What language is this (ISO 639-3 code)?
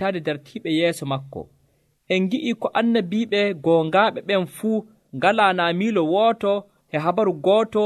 fuv